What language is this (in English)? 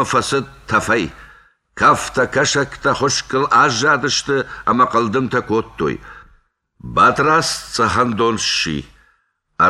Ossetic